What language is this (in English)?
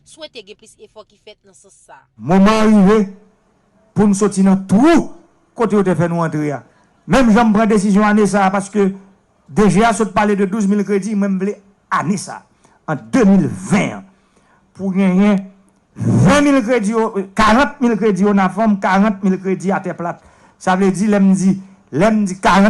Haitian Creole